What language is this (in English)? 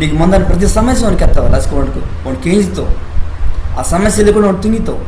Koya